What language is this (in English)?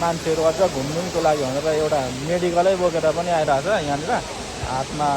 Nepali